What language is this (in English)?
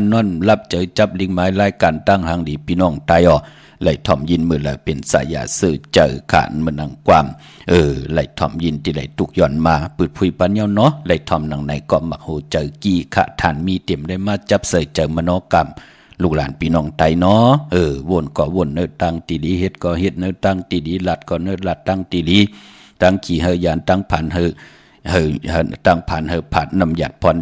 Shan